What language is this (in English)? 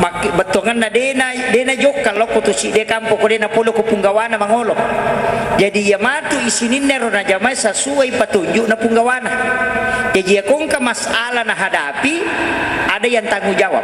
Buginese